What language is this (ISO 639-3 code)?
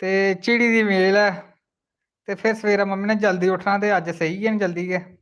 doi